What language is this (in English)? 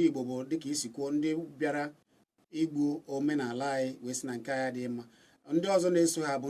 Igbo